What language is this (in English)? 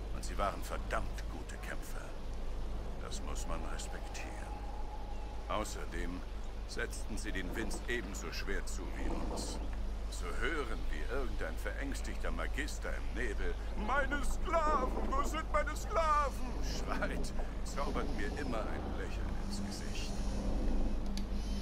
German